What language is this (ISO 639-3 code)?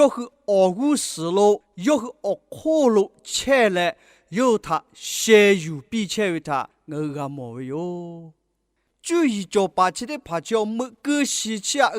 lhu